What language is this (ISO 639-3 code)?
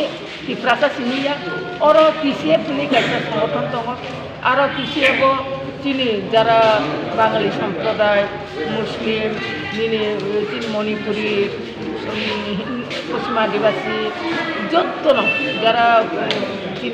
trp